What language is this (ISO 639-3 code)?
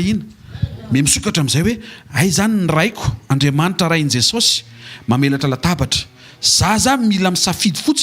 mlg